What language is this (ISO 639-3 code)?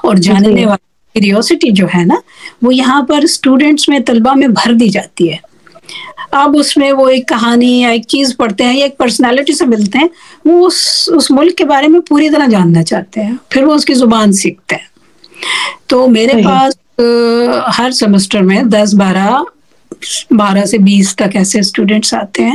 urd